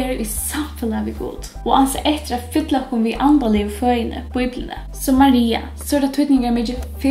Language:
Faroese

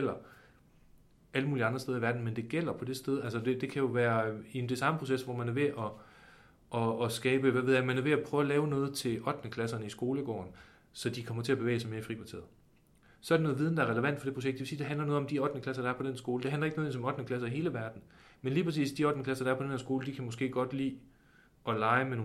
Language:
Danish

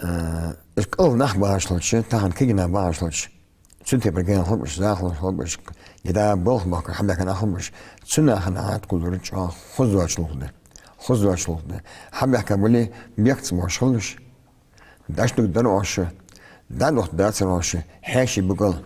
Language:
Ingush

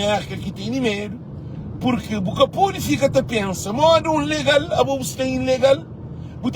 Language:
Kabuverdianu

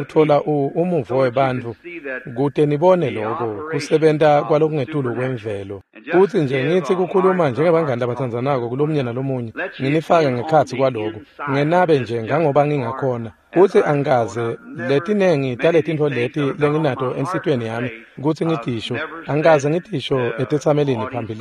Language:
Swati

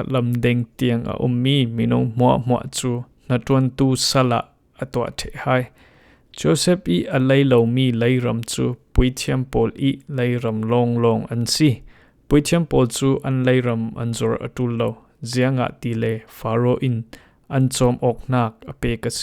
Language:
Falam Chin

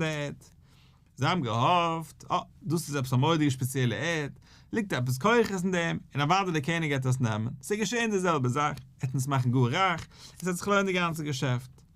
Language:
Yiddish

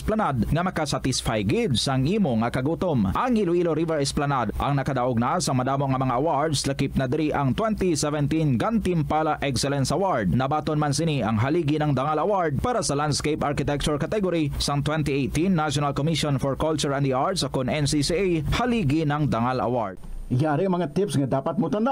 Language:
Hiligaynon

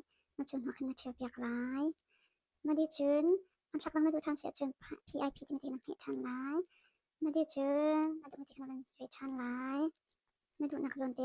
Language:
Hakha Chin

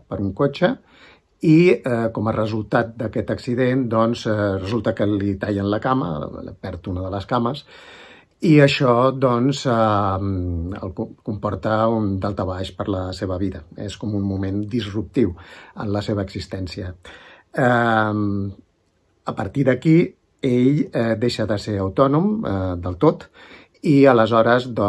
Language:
Catalan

